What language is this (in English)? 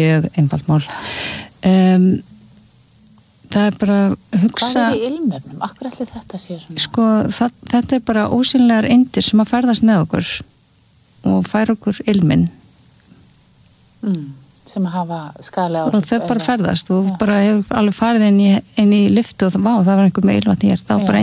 Icelandic